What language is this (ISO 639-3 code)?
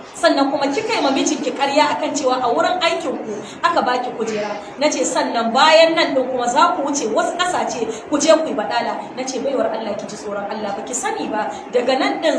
hau